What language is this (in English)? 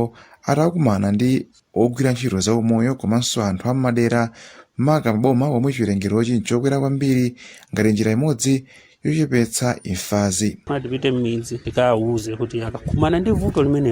Nyanja